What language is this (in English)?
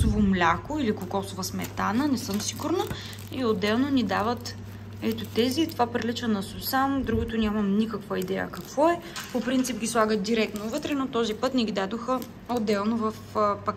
Bulgarian